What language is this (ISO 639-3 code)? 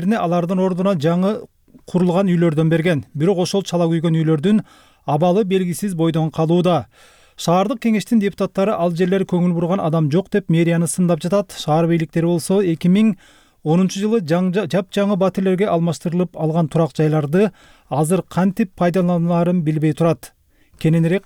kir